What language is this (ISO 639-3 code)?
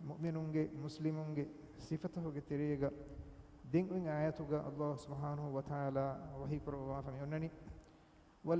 div